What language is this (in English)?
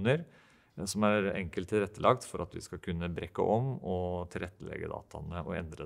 Norwegian